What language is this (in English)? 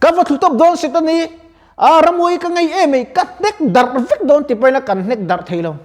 Mizo